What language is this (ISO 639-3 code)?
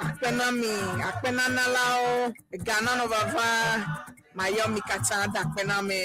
ewe